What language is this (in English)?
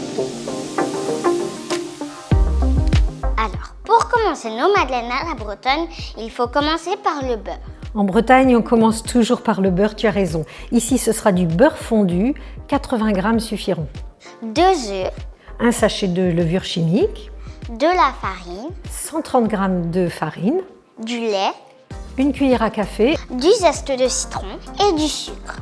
French